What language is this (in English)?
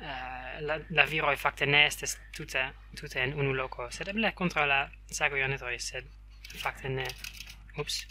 Esperanto